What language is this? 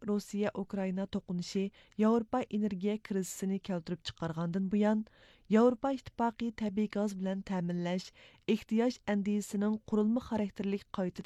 Uyghur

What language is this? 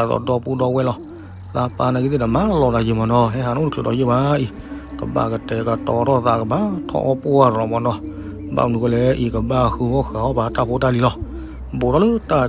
S'gaw Karen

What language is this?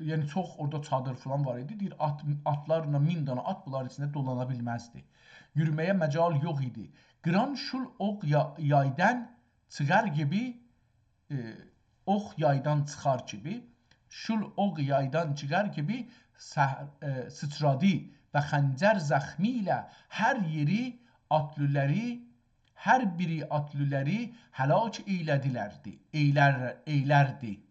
South Azerbaijani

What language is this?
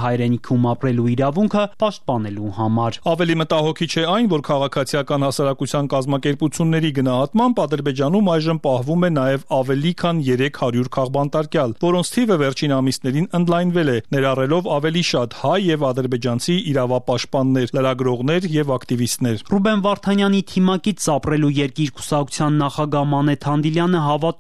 Armenian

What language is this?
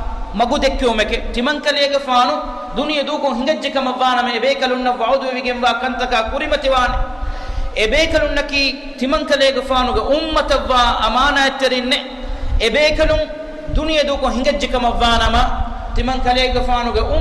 Divehi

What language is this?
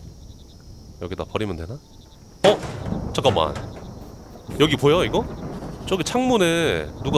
Korean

